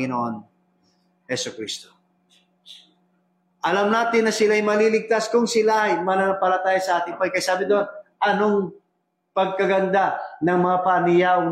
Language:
Filipino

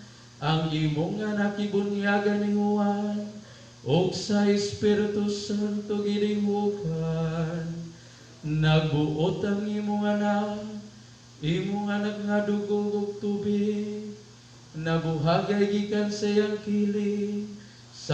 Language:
Cebuano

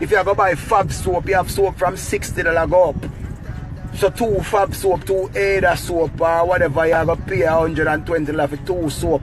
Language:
Jamaican Creole English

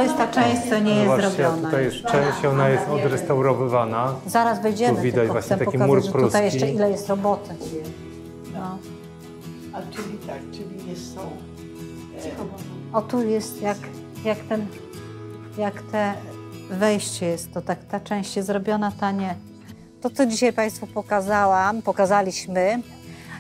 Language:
Polish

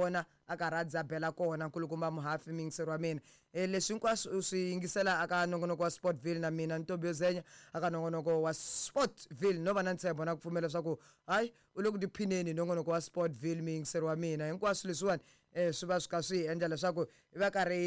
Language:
Tsonga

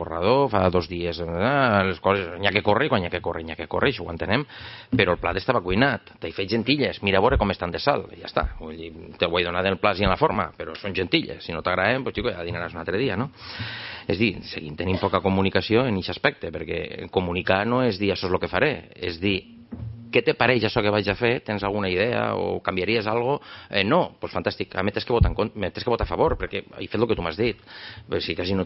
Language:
Catalan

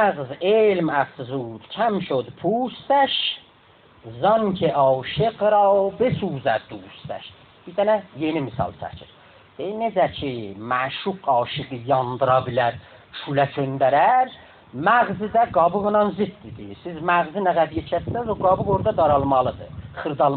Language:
South Azerbaijani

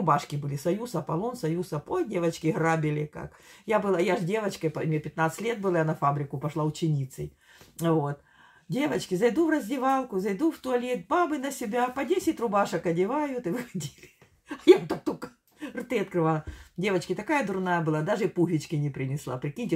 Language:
Russian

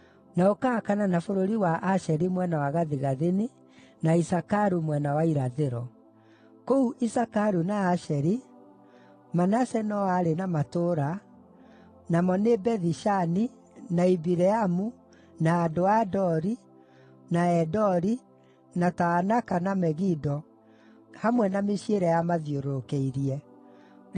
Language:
Kikuyu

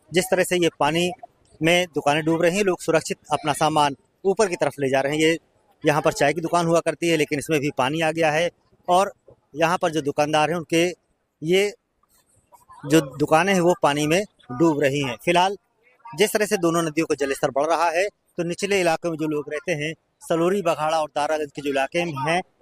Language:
Hindi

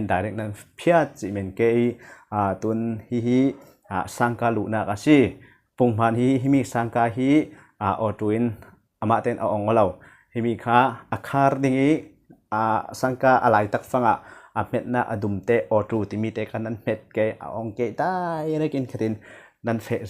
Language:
Falam Chin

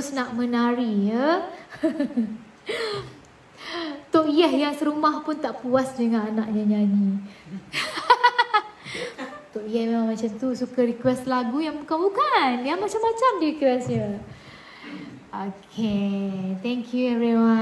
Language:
Malay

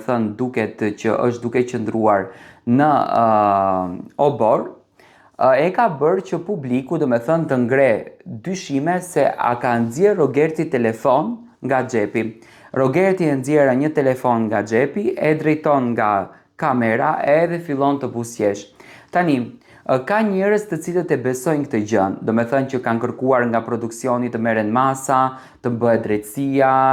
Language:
Albanian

